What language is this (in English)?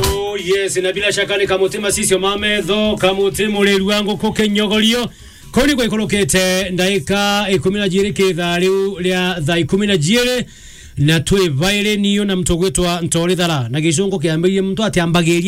Meru